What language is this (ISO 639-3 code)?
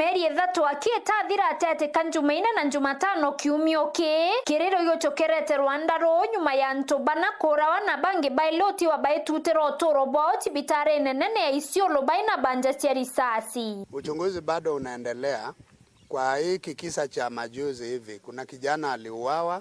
mer